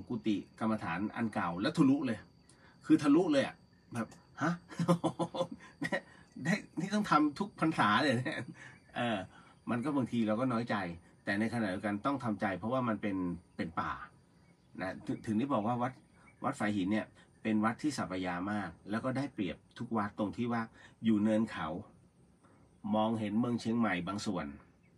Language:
Thai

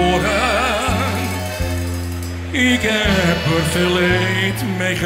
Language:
Dutch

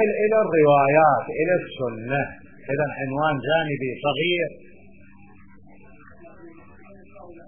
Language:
Arabic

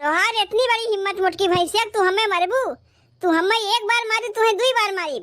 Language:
Awadhi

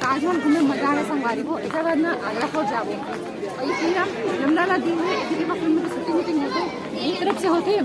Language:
Chhattisgarhi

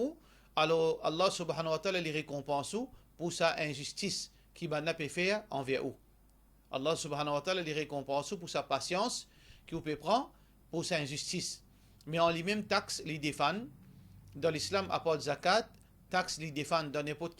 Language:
Morisyen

